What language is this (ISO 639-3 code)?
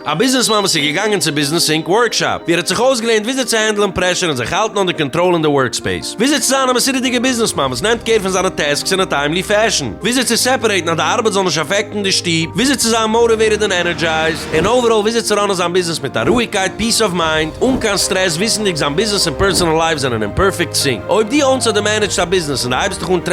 yid